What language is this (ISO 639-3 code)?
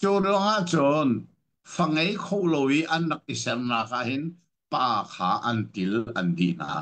cnh